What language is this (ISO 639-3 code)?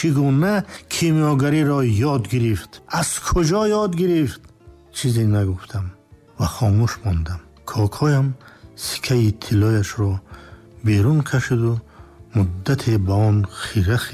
tgk